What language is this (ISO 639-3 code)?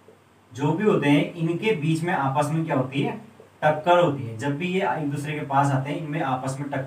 hin